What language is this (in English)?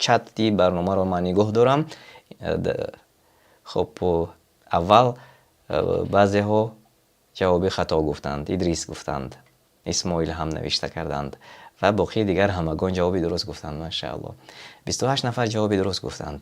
Tajik